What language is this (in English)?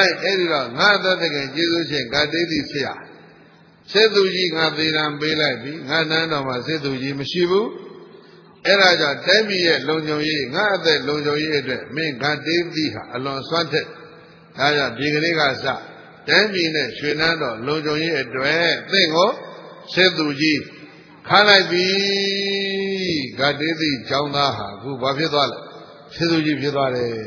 Burmese